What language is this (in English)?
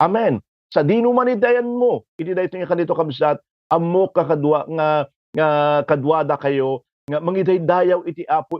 Iloko